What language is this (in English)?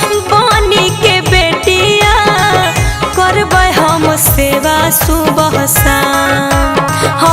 Magahi